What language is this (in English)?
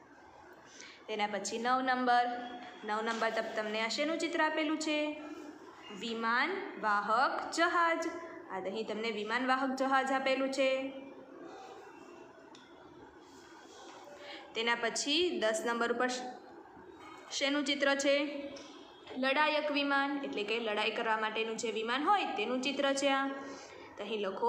Gujarati